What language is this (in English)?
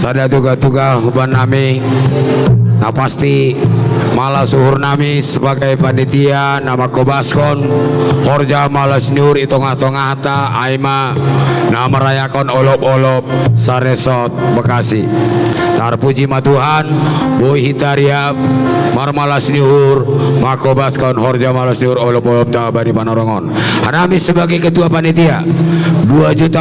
Batak Simalungun